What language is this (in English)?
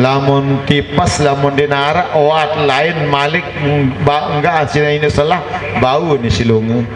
Sasak